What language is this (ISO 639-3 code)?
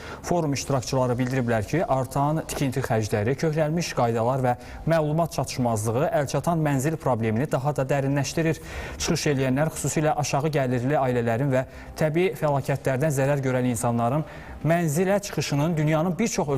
aze